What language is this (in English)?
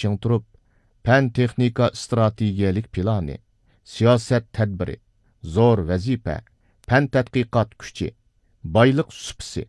Uyghur